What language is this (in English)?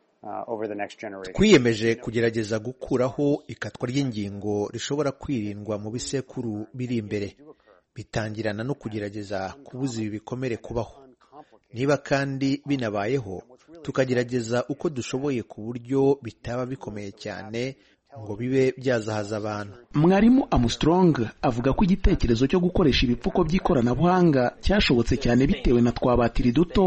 Kinyarwanda